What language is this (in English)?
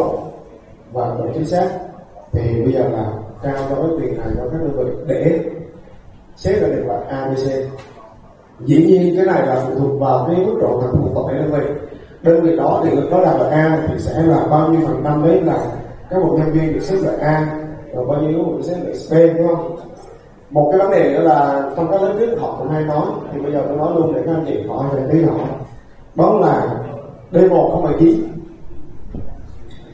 Vietnamese